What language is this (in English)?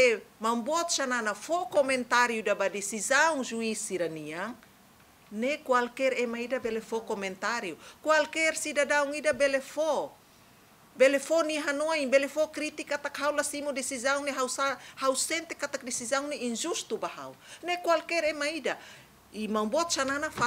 Tetum